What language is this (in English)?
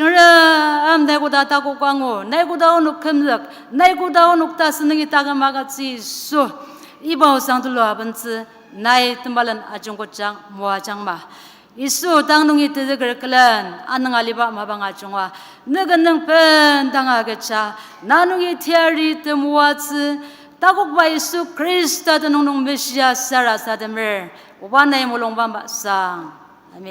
Ao Naga